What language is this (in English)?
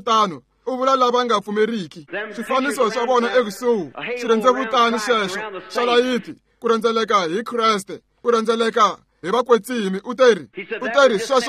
Tsonga